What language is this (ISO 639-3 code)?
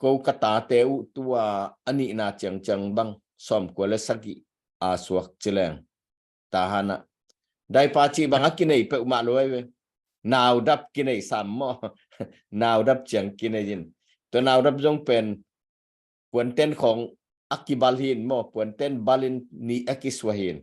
ctd